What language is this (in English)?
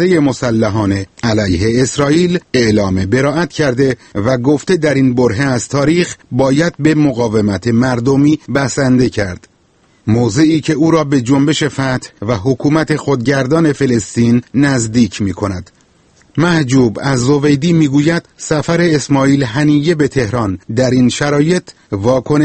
Persian